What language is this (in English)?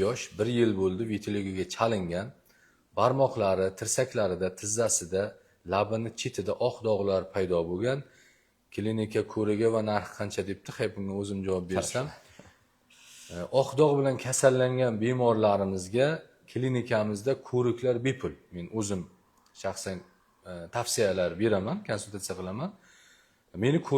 Uzbek